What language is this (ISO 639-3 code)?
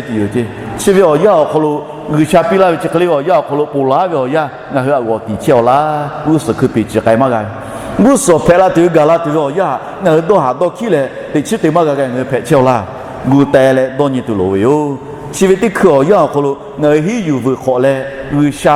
lhu